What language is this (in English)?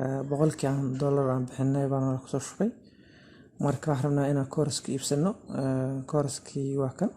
Somali